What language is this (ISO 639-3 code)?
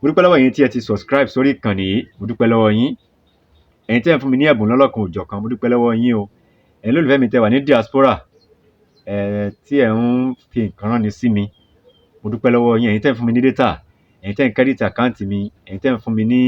yor